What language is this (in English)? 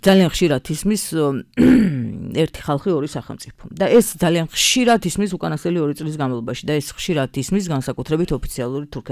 Georgian